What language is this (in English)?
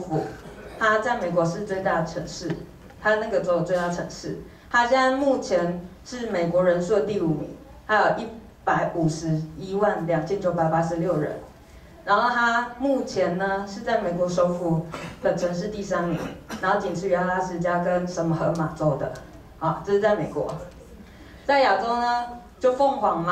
Chinese